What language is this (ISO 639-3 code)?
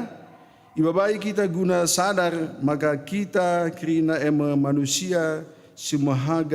btx